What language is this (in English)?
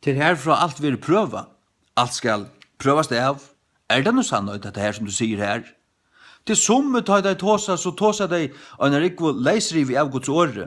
Faroese